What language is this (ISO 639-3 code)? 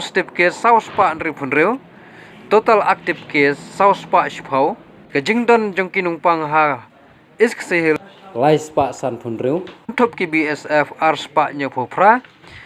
kha